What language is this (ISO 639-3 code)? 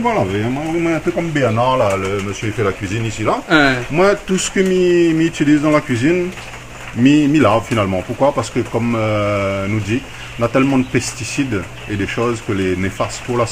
rcf